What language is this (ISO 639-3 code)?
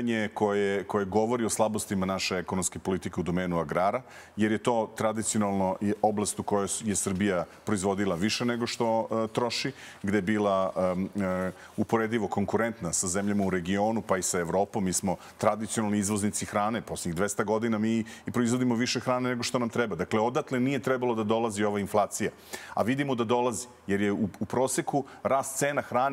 srp